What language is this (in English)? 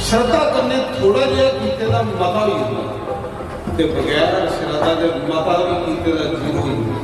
Dogri